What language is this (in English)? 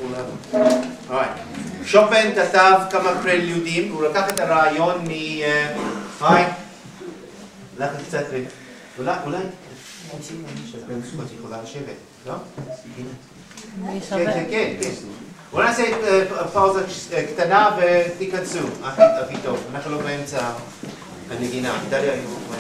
Hebrew